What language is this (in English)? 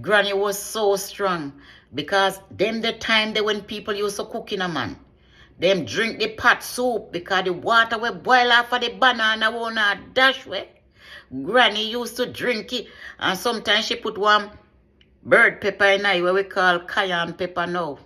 Jamaican Creole English